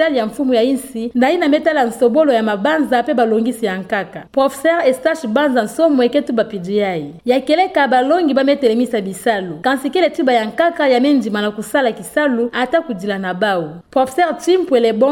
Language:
Kituba (Democratic Republic of Congo)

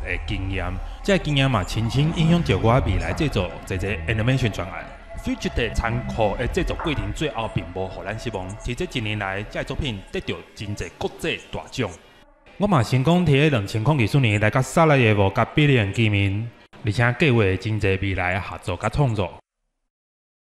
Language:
Min Nan Chinese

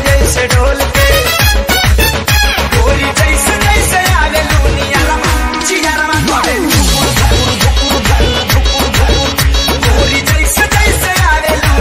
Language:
Bhojpuri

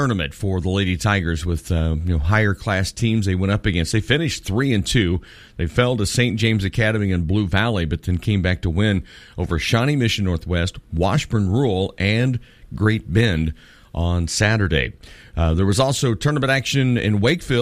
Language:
English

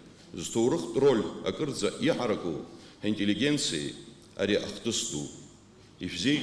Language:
Abkhazian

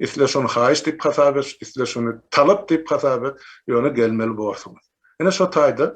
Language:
Turkmen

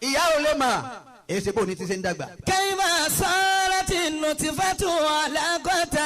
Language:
Yoruba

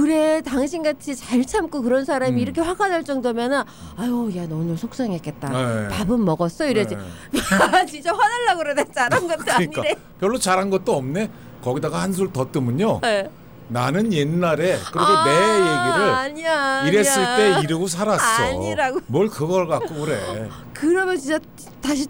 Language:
Korean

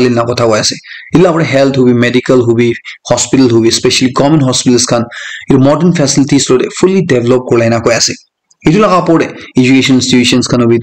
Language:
Naga Pidgin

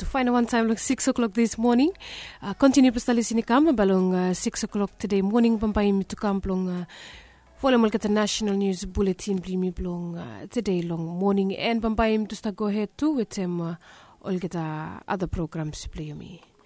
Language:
Bislama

